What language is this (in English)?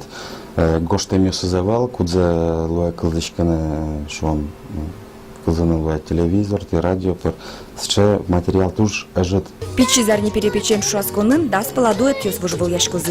Udmurt